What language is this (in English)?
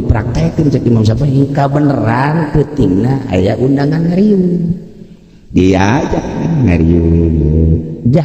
Sundanese